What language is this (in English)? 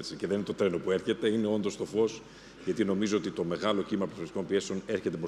Greek